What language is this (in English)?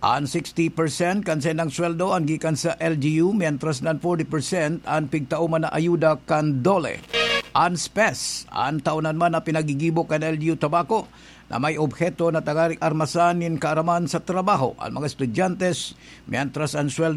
Bikol